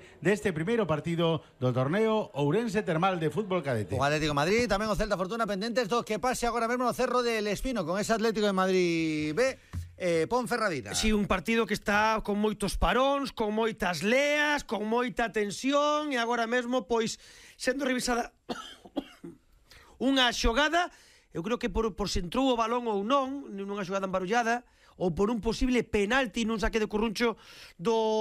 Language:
Galician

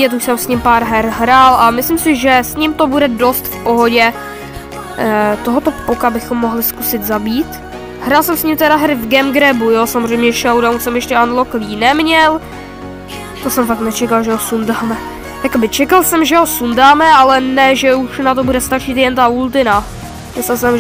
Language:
Czech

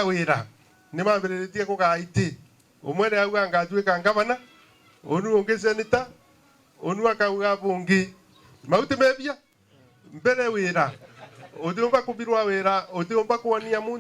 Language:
Meru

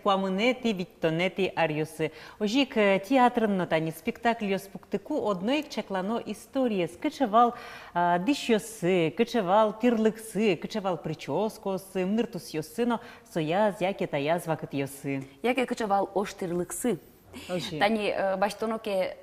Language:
Udmurt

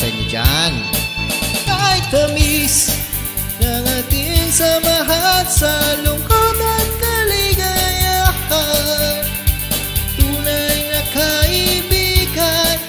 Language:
Filipino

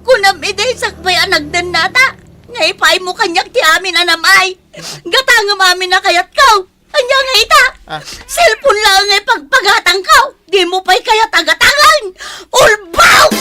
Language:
Iloko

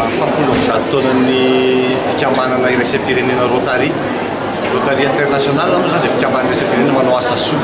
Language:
Malagasy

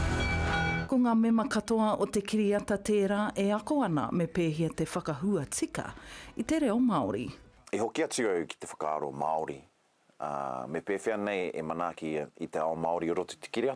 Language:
Māori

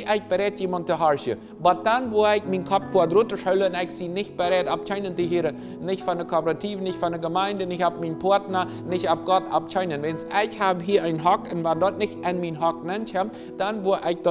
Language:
Plautdietsch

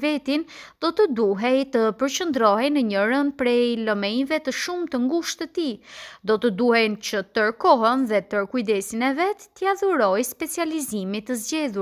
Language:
Albanian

